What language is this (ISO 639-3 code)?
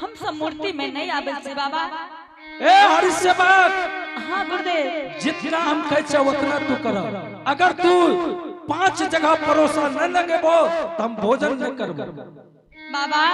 anp